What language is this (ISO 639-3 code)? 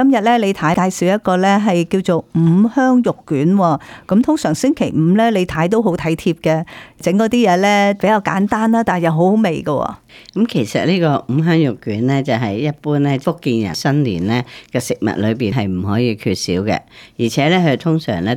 yue